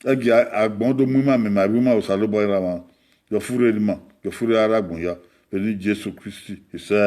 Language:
Bini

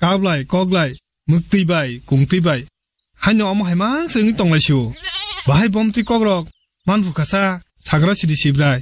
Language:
Kok Borok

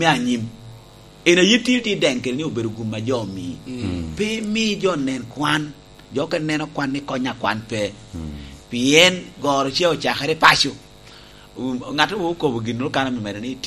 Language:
Lango (Uganda)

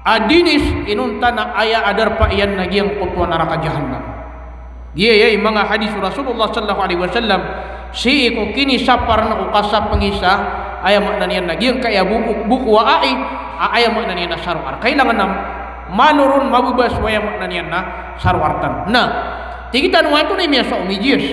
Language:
Maranao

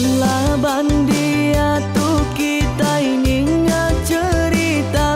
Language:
Iban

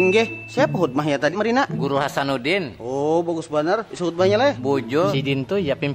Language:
Banjar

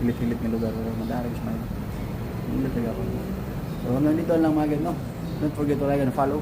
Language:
Cebuano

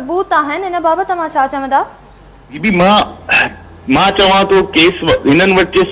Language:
Sindhi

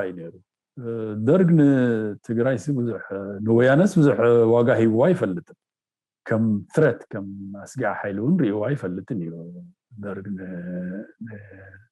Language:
Tigrinya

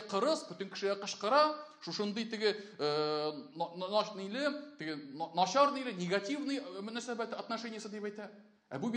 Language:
Tatar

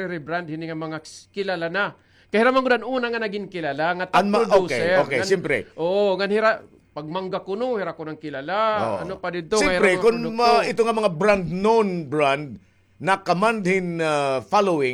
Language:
Waray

